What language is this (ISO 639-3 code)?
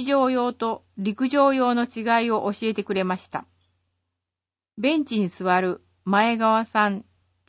jpn